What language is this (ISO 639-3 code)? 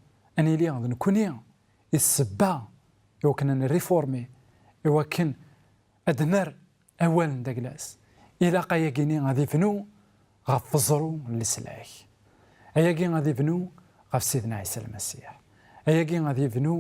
kab